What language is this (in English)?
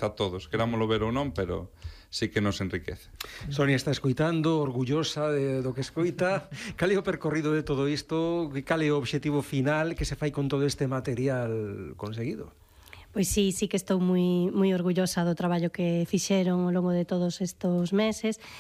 Galician